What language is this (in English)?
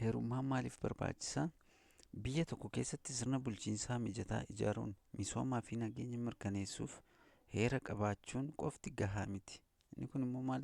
Oromo